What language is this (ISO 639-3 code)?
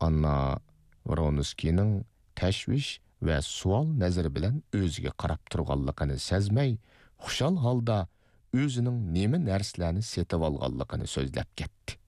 uig